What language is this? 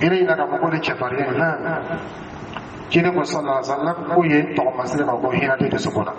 Dyula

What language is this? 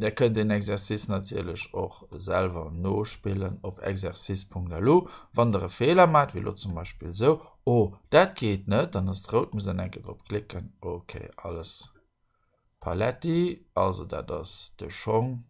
Luxembourgish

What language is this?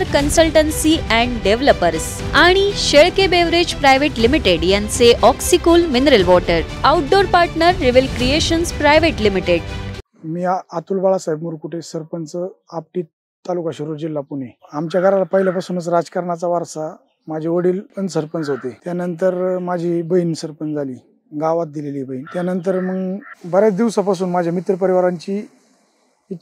Marathi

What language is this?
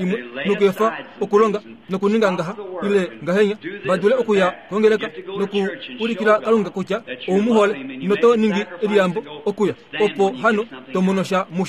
Kuanyama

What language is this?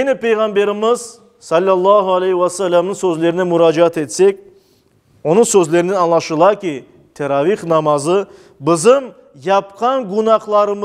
Crimean Tatar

